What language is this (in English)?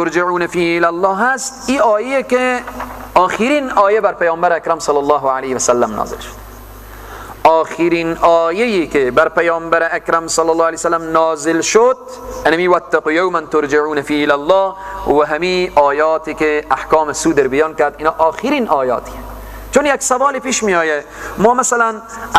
Persian